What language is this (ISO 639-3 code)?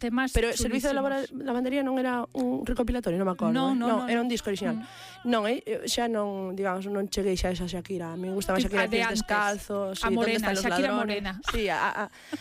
glg